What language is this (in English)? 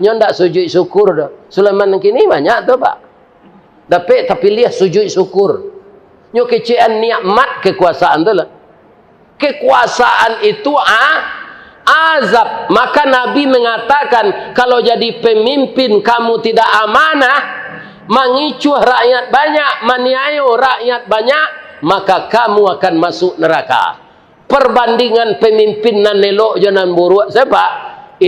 Minangkabau